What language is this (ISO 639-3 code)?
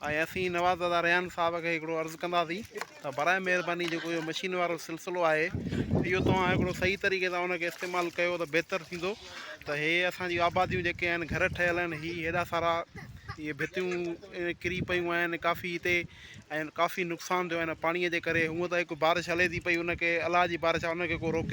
snd